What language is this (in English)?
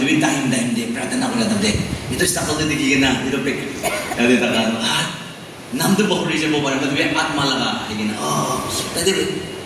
Naga Pidgin